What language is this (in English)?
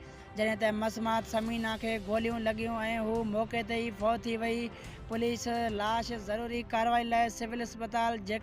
Sindhi